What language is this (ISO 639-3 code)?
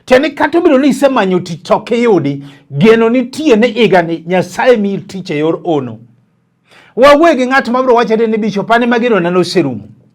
luo